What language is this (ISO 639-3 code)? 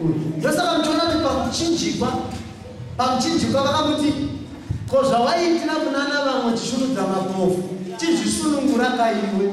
sna